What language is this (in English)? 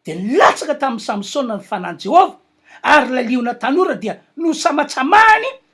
Malagasy